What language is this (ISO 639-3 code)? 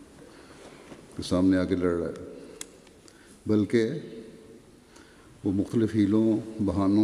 urd